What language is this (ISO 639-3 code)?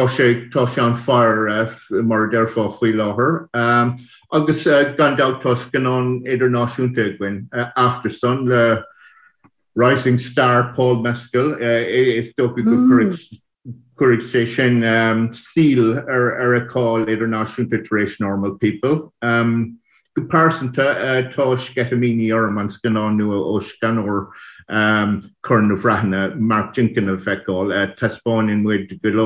gle